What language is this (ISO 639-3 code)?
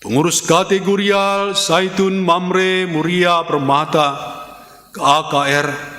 btx